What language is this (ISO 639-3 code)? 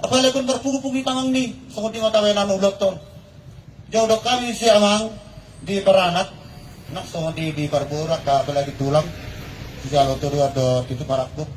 bbc